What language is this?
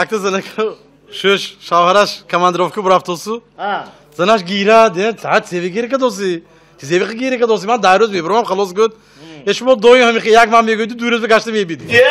Tajik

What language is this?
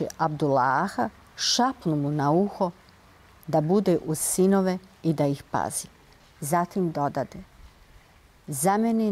Bosnian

